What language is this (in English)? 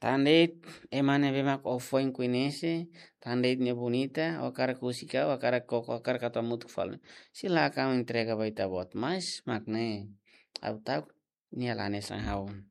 Tetum